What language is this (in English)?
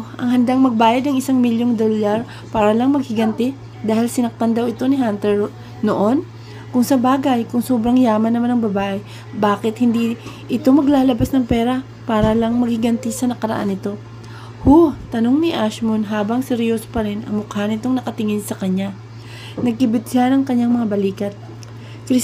Filipino